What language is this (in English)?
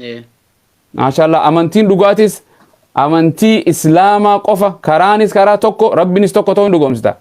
Oromo